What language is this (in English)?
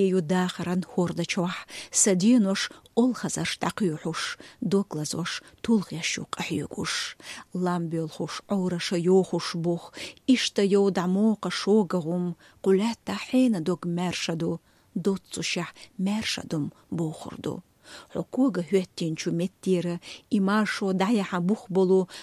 Chechen